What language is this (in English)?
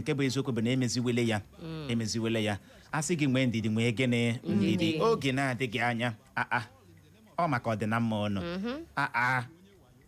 Igbo